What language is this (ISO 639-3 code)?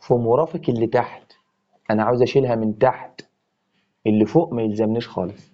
arz